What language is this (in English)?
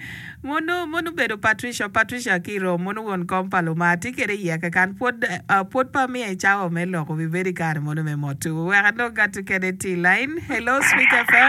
Acoli